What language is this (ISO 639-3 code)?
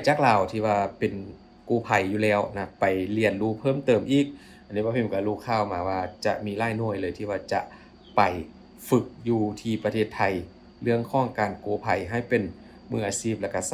lao